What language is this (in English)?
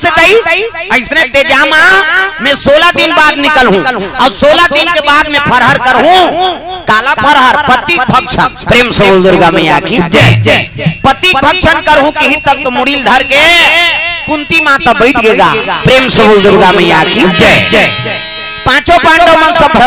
Chhattisgarhi